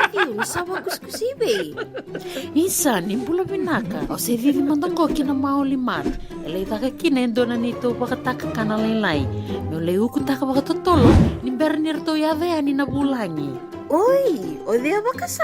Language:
Fijian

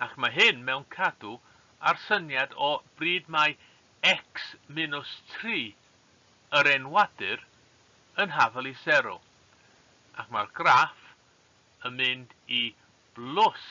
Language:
Welsh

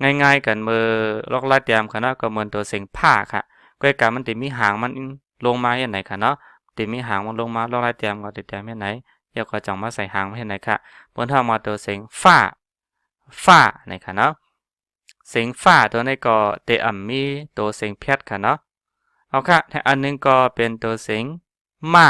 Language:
Shan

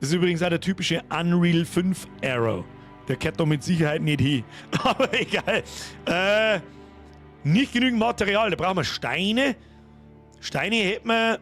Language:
Bavarian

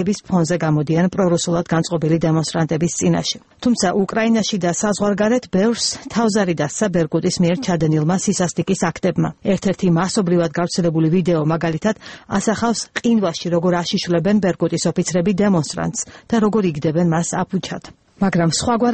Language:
Georgian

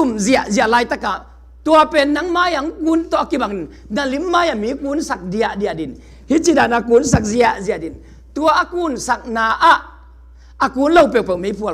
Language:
Tedim Chin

